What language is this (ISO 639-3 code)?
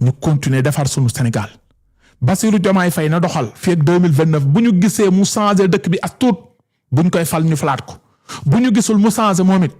wol